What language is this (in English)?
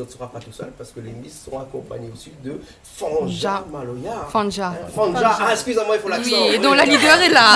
Réunion Creole French